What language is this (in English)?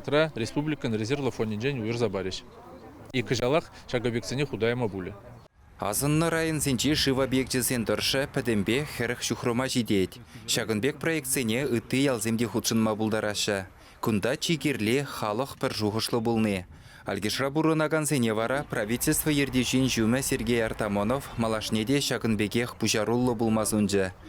Chuvash